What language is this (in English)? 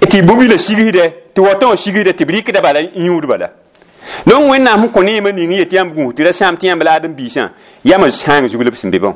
Mossi